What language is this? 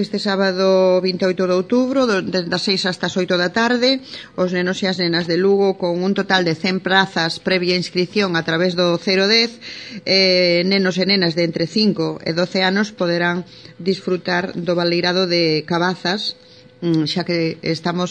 Galician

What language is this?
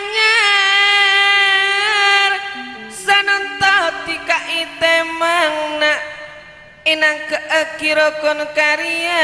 Madurese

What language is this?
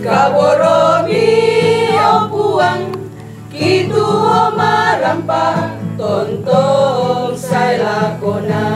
Toraja-Sa'dan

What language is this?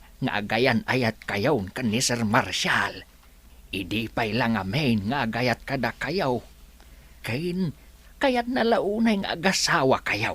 Iloko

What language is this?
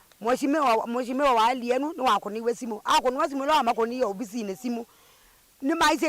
Kamba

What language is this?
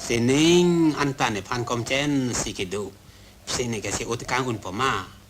Karbi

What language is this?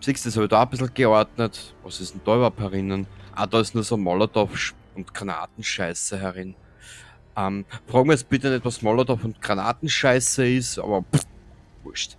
Bavarian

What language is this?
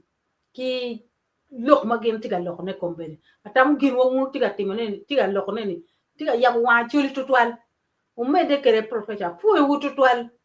Acoli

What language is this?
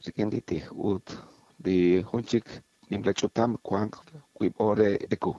Kekchí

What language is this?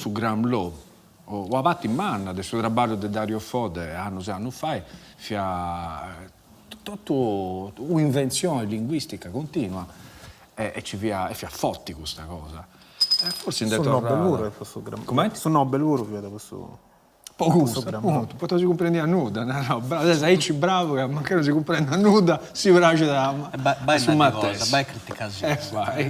Sardinian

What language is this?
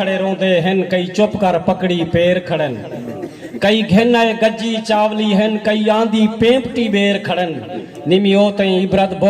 Saraiki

